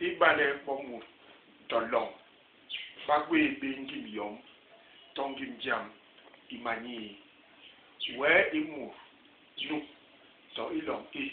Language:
Basaa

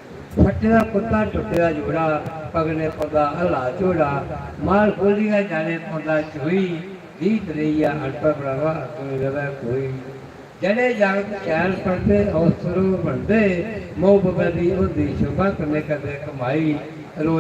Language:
Dogri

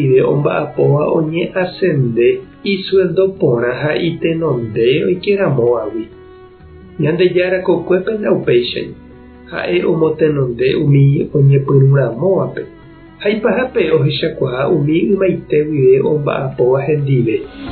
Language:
Guarani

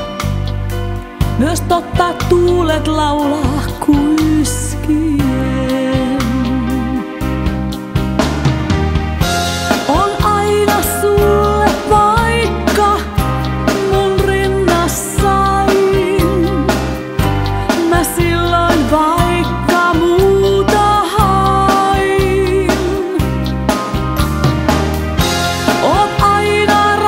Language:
Finnish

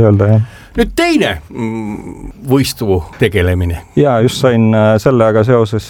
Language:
Estonian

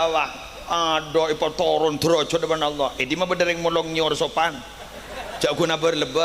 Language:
Madurese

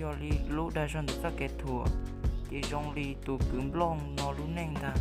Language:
Hmong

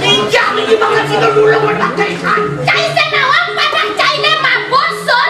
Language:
Balinese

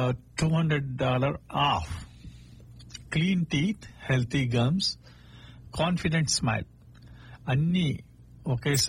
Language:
Telugu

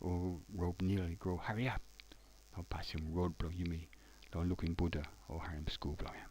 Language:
Tok Pisin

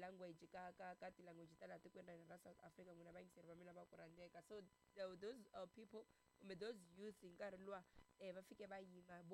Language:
Tsonga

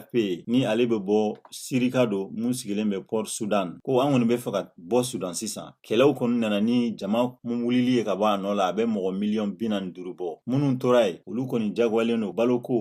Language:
Bambara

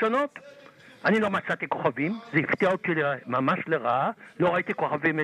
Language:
Hebrew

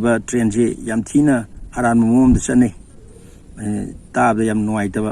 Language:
Manipuri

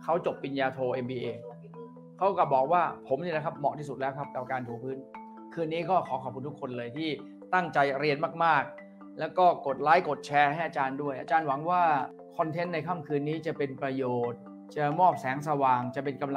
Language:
Thai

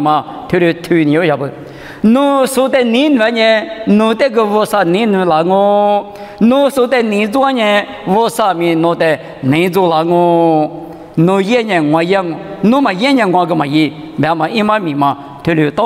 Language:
Lisu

